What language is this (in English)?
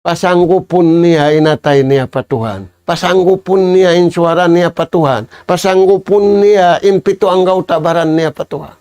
Tausug